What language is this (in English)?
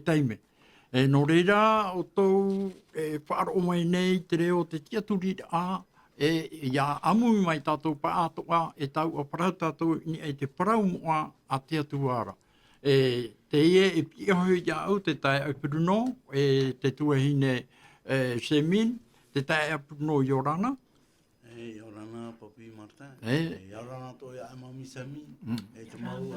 Tahitian